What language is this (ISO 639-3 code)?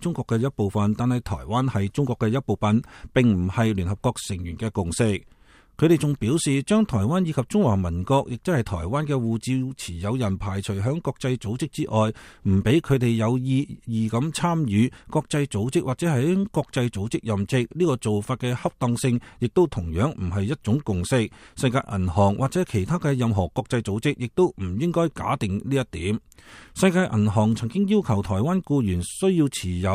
yue